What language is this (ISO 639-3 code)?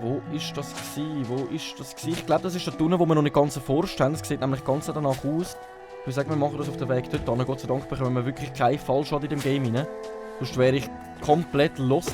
gsw